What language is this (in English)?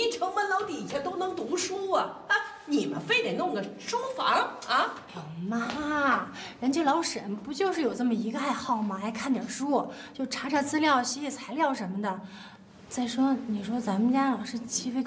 Chinese